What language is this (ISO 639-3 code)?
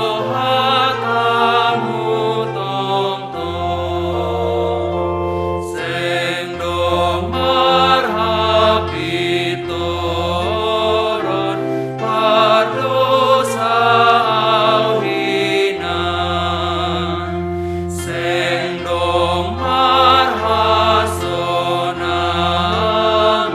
bts